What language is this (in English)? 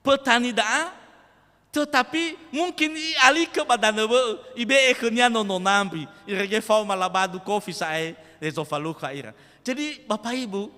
Nias